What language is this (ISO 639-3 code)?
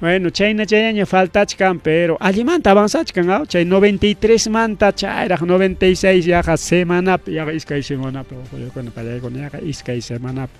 quy